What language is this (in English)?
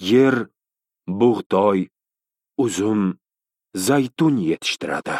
Uzbek